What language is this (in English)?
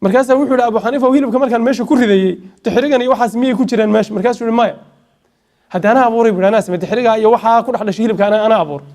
Somali